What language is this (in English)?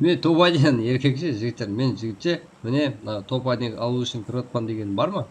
Kara-Kalpak